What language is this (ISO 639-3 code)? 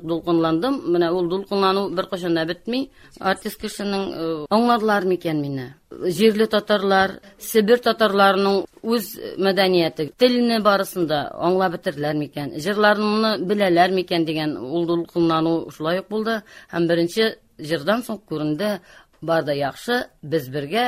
tat